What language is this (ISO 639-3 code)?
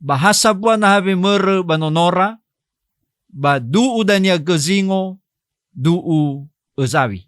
nia